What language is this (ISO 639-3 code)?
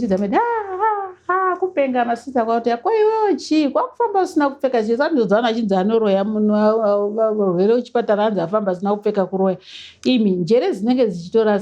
sna